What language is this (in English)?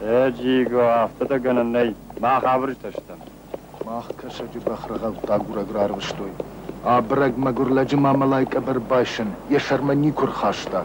Ossetic